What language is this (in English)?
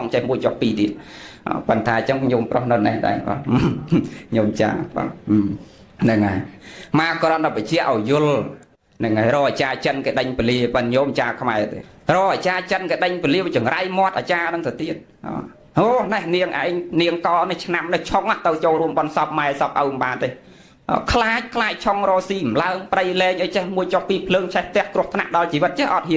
Khmer